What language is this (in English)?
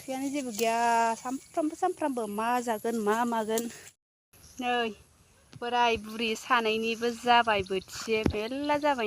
Bodo